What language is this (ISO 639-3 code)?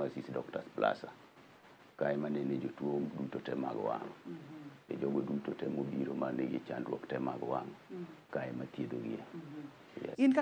luo